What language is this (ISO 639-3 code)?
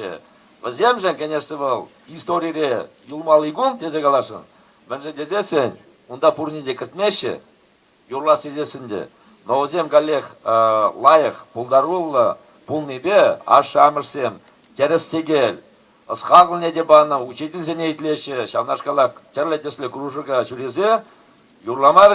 chv